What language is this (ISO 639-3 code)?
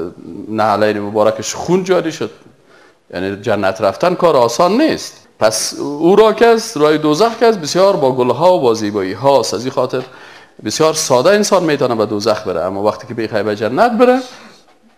fas